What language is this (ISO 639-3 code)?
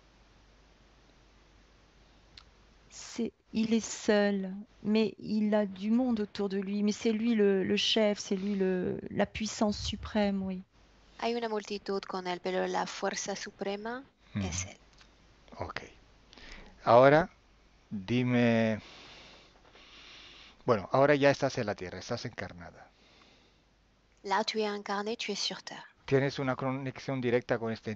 fra